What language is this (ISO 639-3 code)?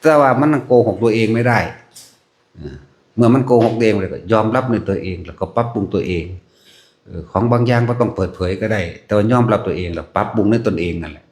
tts